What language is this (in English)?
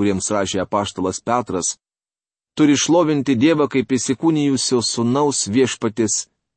Lithuanian